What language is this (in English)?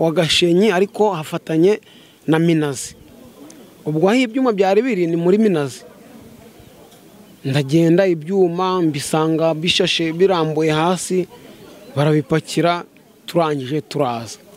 Kinyarwanda